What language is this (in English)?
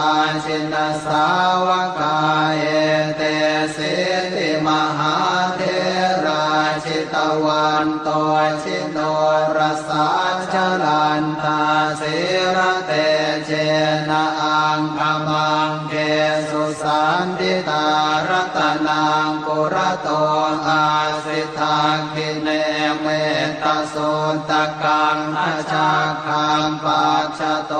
Pali